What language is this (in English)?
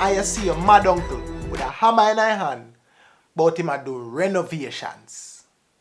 Jamaican Creole English